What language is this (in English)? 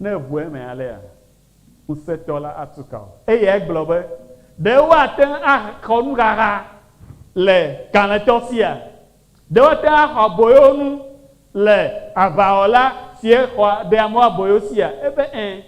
Ewe